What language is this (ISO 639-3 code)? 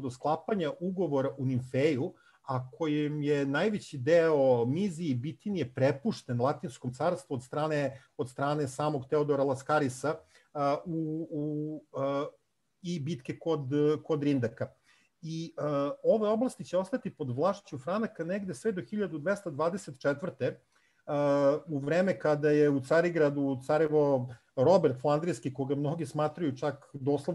srp